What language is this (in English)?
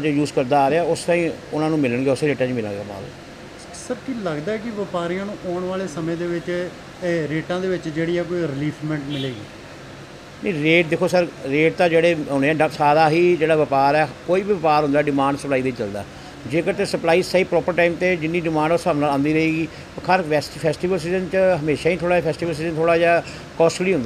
Punjabi